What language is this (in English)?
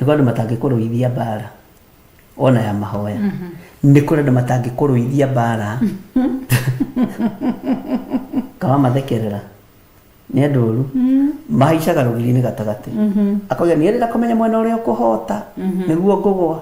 Kikuyu